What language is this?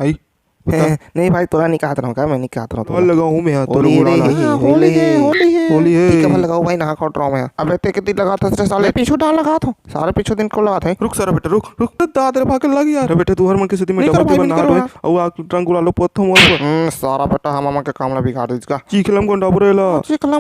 Chhattisgarhi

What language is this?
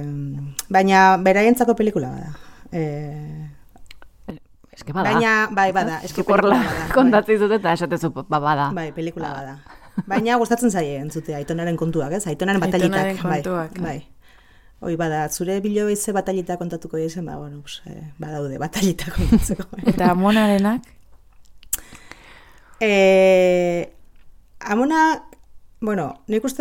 Basque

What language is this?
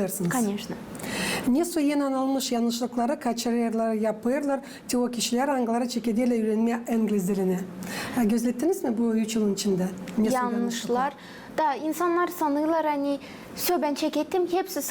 Gagauz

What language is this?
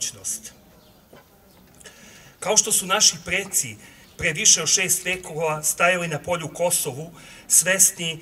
Serbian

